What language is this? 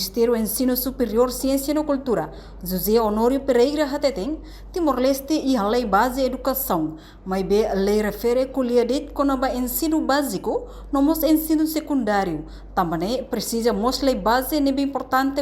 Tetum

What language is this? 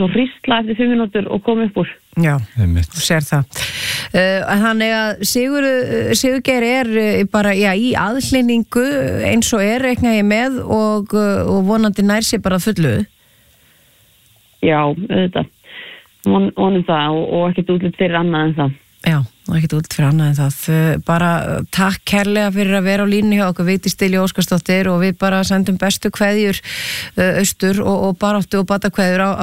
Icelandic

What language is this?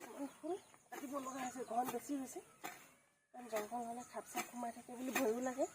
Assamese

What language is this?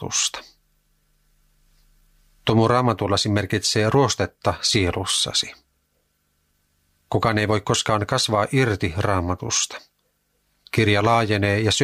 Finnish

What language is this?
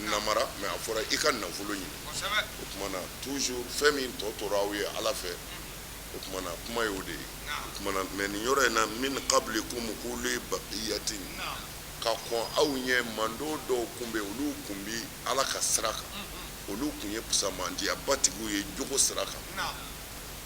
Bambara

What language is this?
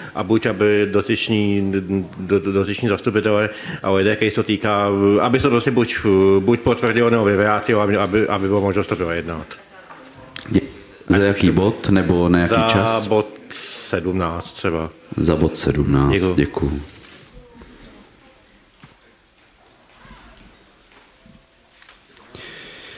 Czech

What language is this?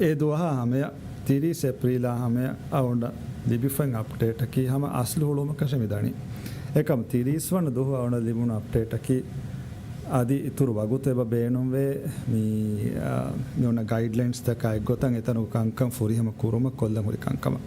Divehi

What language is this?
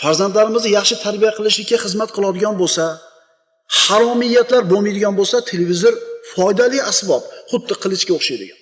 Uzbek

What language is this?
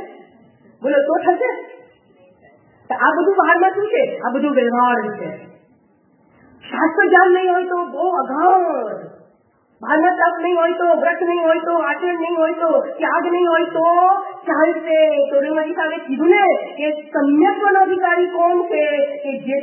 Gujarati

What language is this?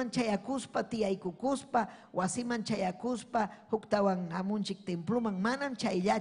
Ayacucho Quechua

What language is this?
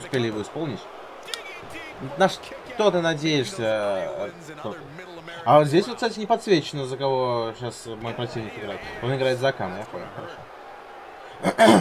Russian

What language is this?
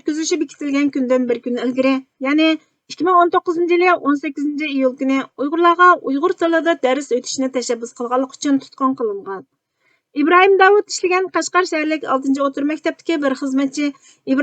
Uyghur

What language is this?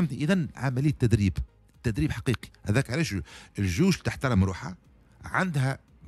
Tunisian Arabic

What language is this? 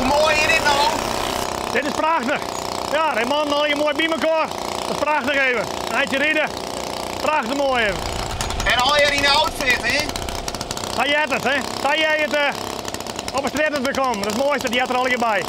Western Frisian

